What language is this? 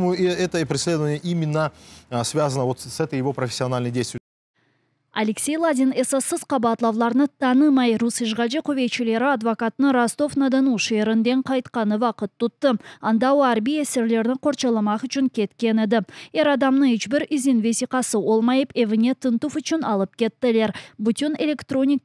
Crimean Tatar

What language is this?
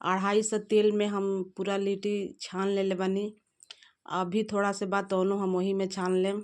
Bhojpuri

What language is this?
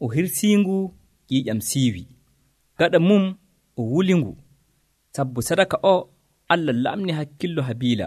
Nigerian Fulfulde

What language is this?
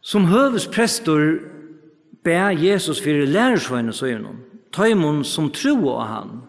Faroese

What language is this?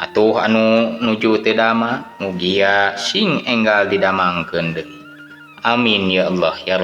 Sundanese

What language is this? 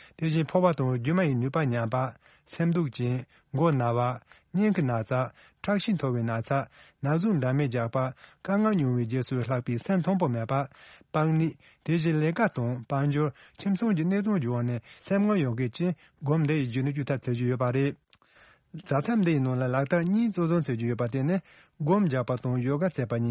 Tibetan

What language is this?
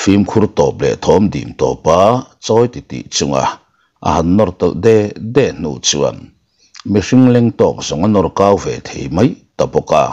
Mizo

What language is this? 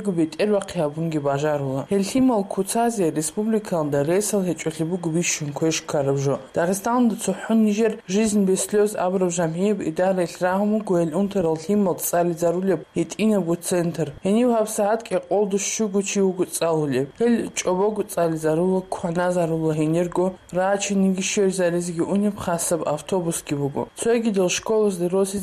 Avaric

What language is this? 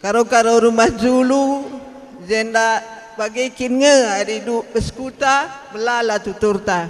Batak Karo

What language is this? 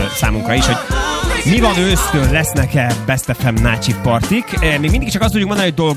Hungarian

